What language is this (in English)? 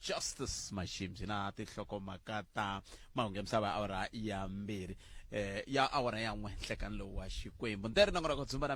Tsonga